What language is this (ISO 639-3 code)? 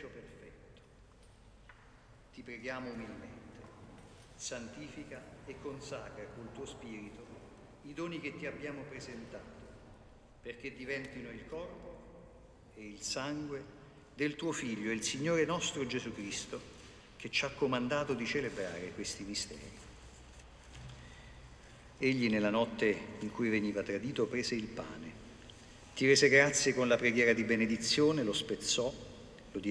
ita